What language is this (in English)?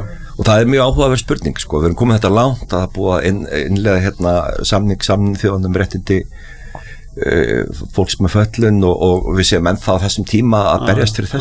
Icelandic